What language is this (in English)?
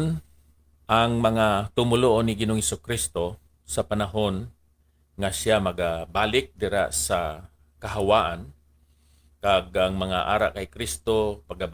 Hiligaynon